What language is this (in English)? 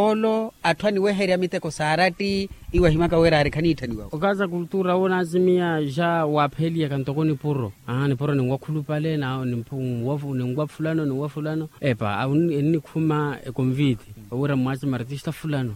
Makhuwa